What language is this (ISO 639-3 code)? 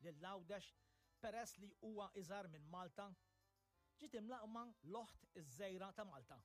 mlt